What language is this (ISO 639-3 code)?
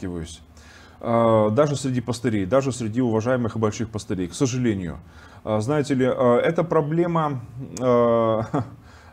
rus